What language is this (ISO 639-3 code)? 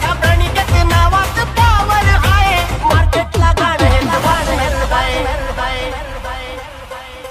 mar